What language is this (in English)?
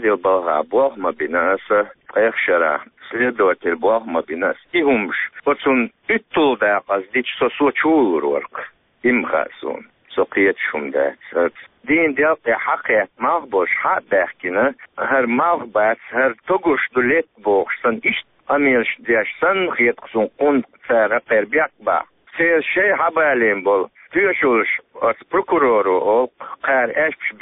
Chechen